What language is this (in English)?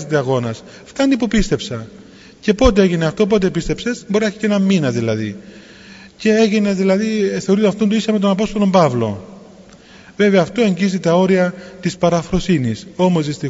Greek